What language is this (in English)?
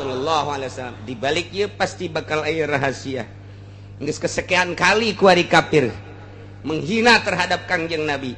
Sundanese